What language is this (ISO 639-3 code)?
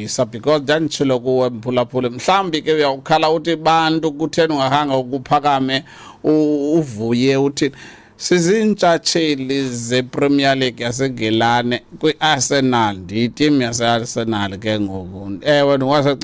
xho